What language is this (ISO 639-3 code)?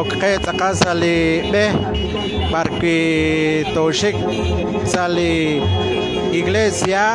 kek